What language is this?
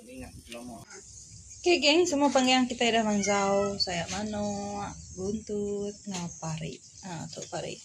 Iban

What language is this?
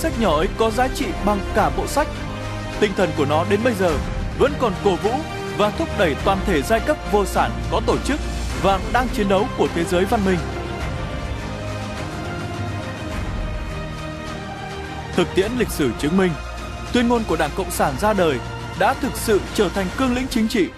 Vietnamese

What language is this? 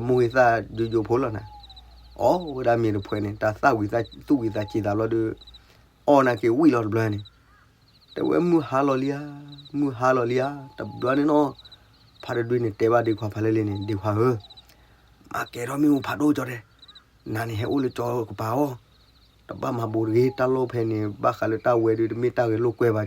S'gaw Karen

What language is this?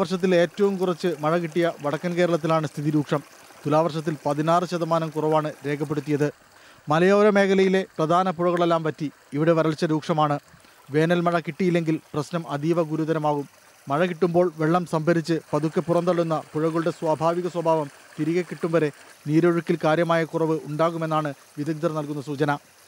Malayalam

